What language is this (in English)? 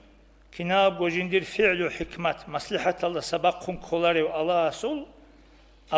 Avaric